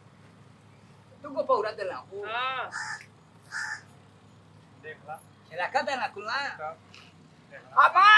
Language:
Bhojpuri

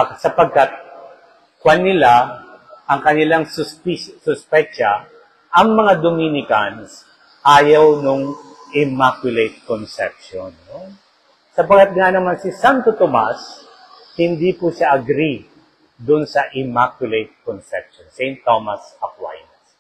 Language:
Filipino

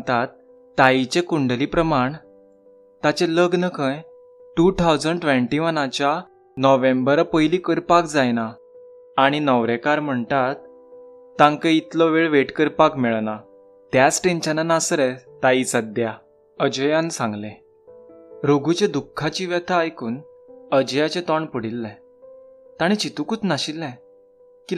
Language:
Konkani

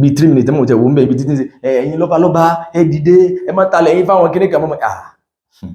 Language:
Yoruba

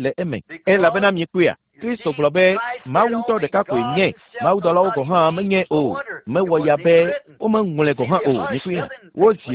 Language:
Ewe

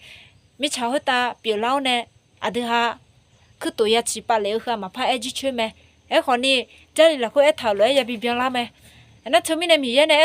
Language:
Akha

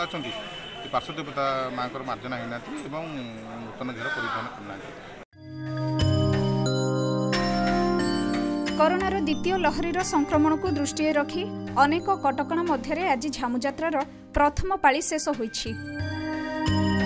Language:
Odia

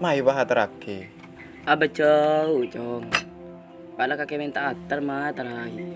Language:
Madurese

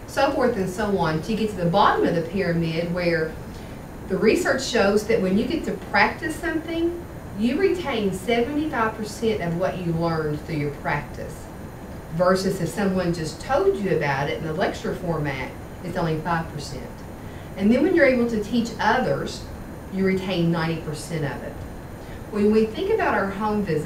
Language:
English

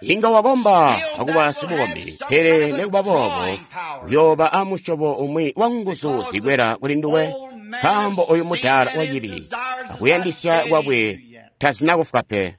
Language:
Tonga (Zambia)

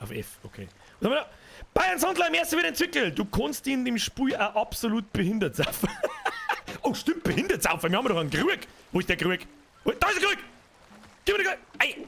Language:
Bavarian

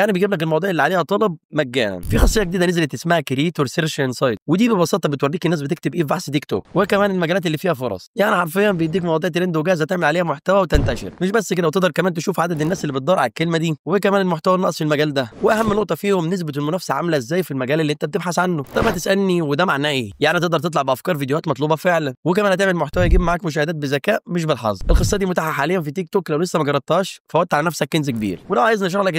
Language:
Egyptian Arabic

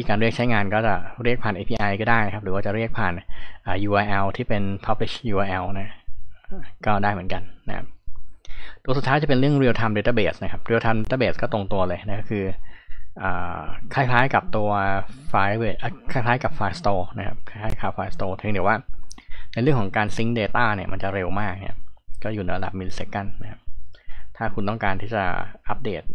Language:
Thai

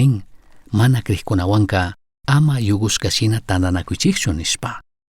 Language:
Chimborazo Highland Quichua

